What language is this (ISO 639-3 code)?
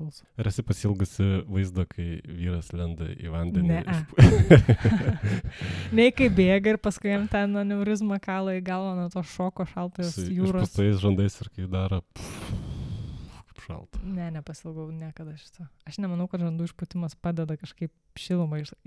lit